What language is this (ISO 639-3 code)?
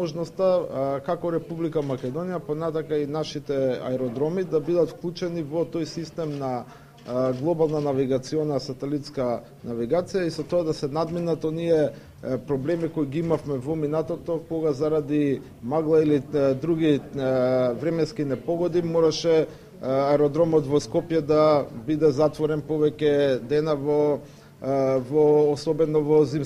mkd